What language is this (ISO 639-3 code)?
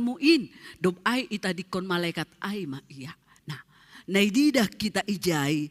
bts